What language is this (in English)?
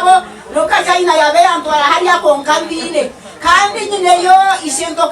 Nyankole